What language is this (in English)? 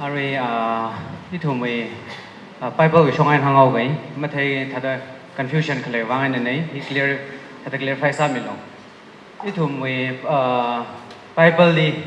Tangkhul Naga (India)